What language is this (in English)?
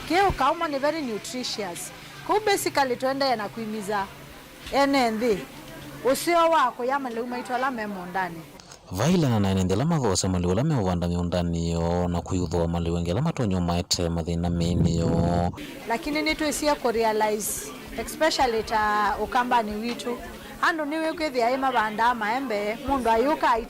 Kamba